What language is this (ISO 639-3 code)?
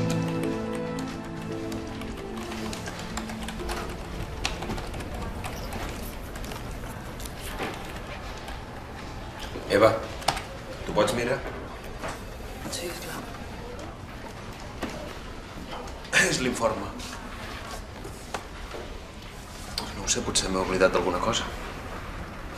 cat